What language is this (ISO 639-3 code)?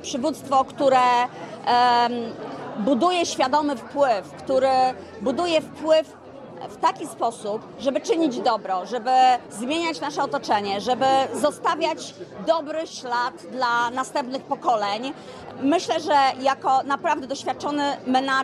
pol